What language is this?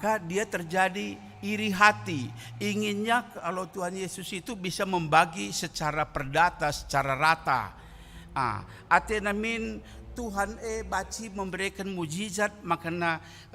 Batak Karo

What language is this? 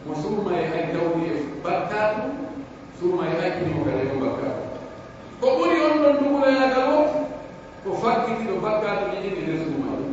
Pular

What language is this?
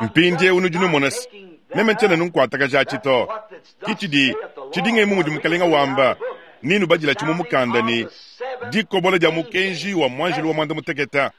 Luba-Lulua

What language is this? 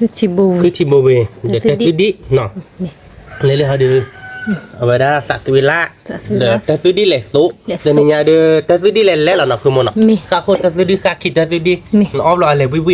S'gaw Karen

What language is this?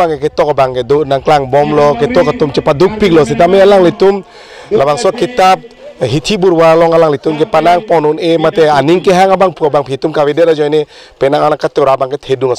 Karbi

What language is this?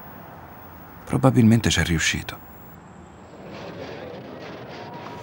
Italian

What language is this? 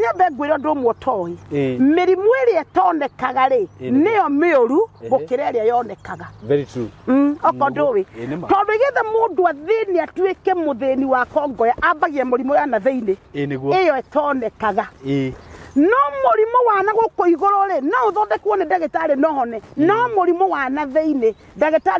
Kikuyu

